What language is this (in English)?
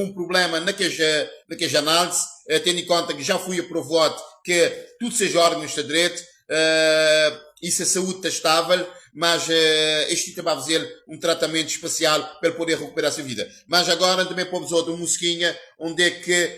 Kabuverdianu